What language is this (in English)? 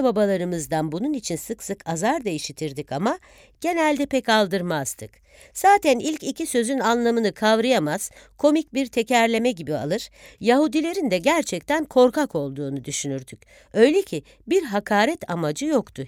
Turkish